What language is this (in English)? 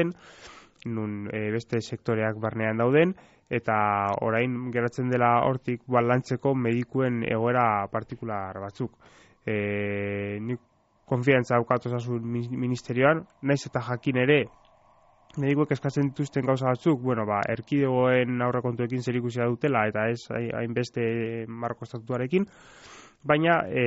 Basque